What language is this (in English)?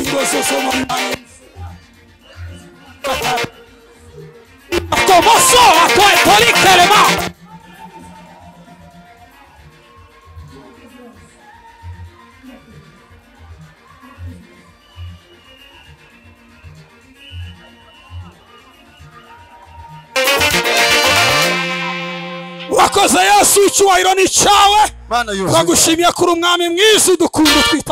Kinyarwanda